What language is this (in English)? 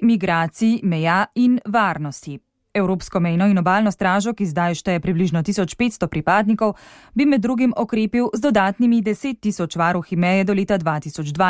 Slovenian